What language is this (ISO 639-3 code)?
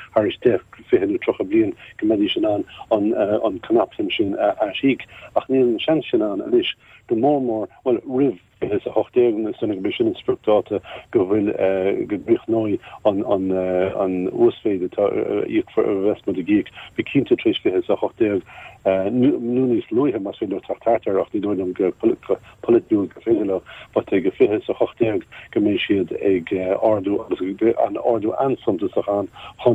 gle